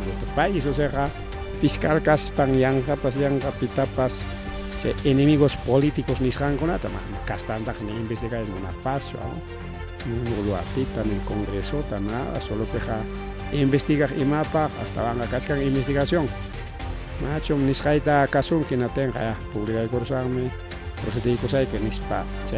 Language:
Ayacucho Quechua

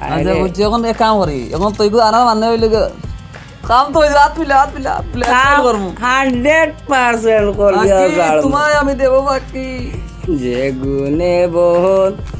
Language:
Sylheti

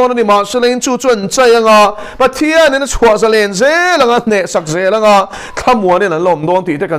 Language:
Mizo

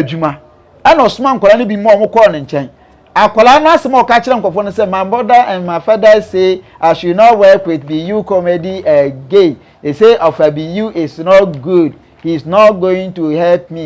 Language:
Akan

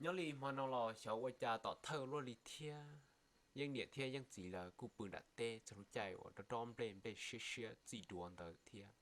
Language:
Hmong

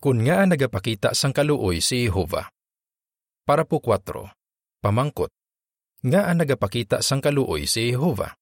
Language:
Hiligaynon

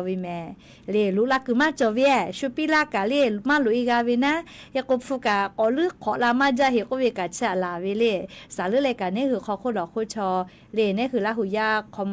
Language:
Lahu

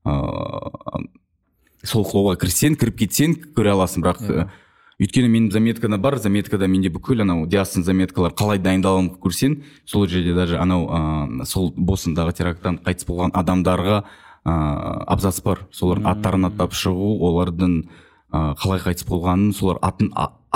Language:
Kazakh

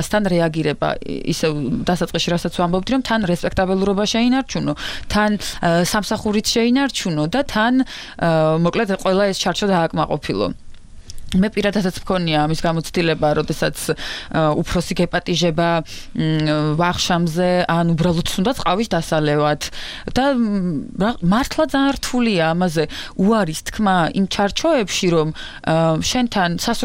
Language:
Georgian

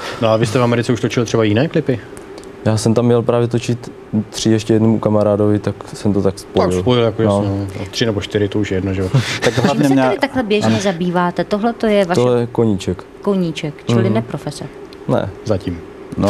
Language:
Czech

